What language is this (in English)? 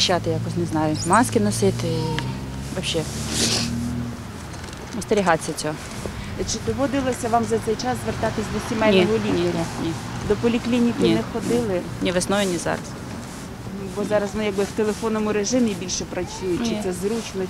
Ukrainian